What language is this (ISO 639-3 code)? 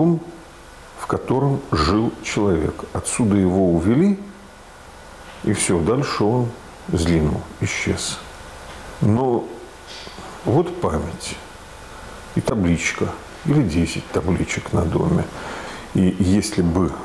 rus